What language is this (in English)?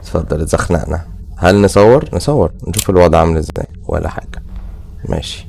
Egyptian Arabic